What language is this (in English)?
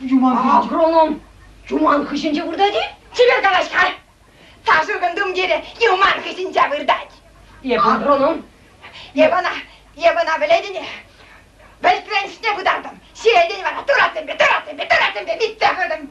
Chuvash